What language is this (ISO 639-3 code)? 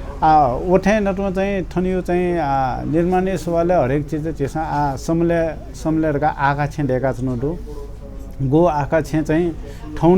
new